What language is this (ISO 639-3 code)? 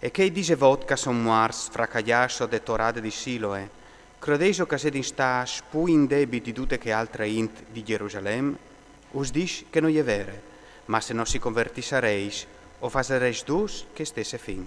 fur